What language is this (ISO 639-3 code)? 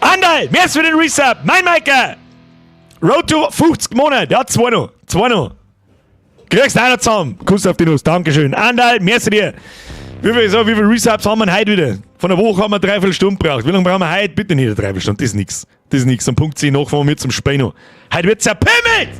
bar